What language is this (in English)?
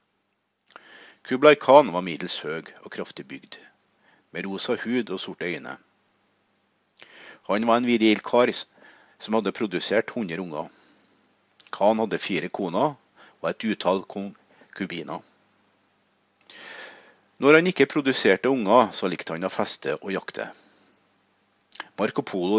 Norwegian